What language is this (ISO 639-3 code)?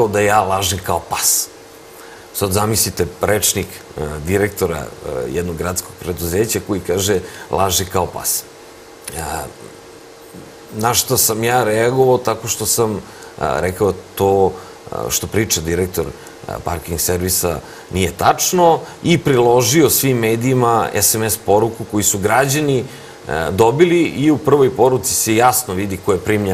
srp